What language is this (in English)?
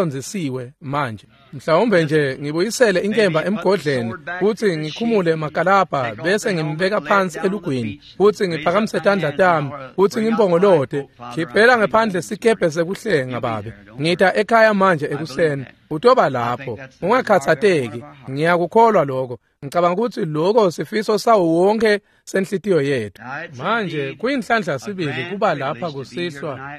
Swati